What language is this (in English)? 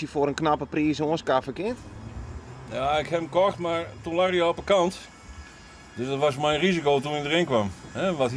Western Frisian